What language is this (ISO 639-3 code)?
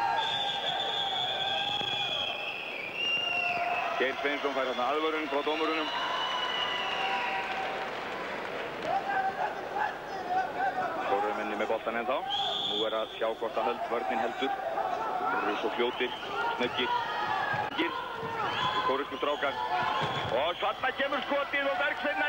isl